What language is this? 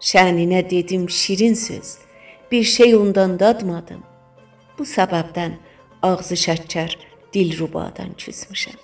South Azerbaijani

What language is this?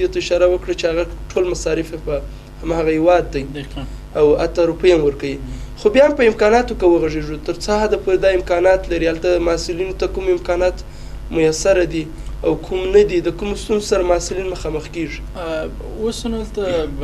Pashto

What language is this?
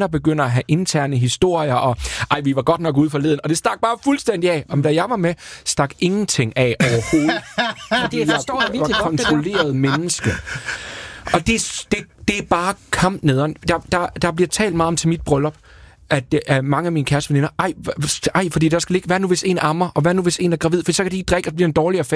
Danish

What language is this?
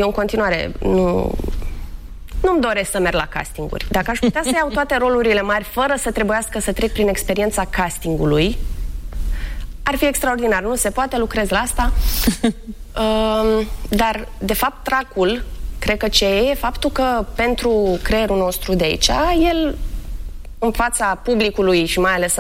Romanian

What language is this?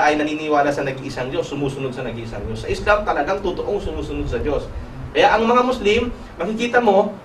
Filipino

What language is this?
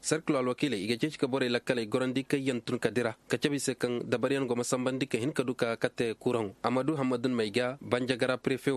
Koyraboro Senni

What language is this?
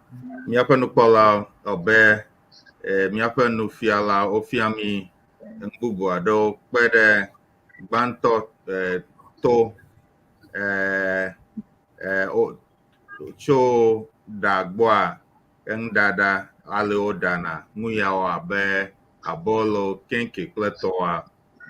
Ewe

